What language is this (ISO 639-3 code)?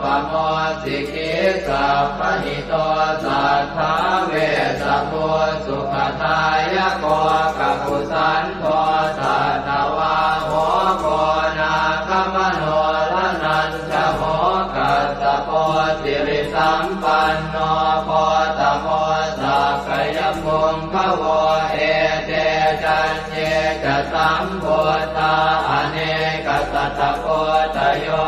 pli